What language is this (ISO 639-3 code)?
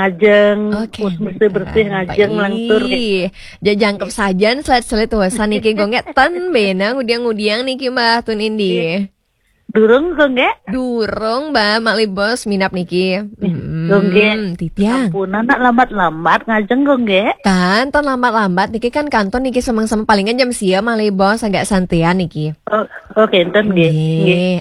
ban